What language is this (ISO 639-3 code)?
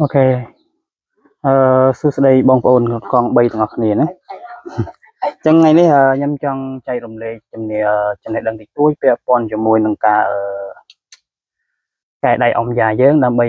khm